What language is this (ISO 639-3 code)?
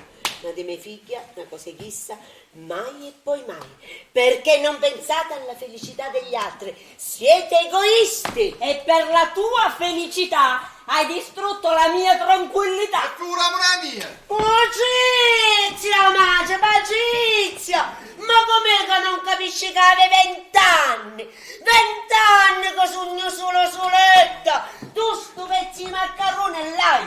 scn